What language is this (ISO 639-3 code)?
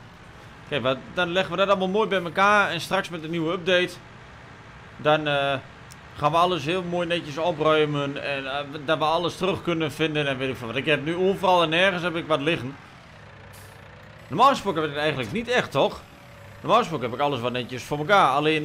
nld